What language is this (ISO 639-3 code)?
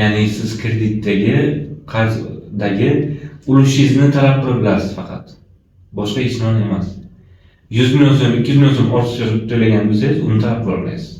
uzb